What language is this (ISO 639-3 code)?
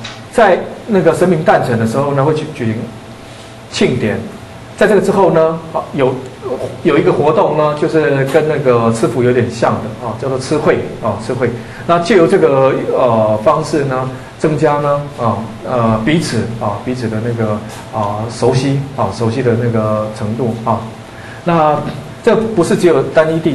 zho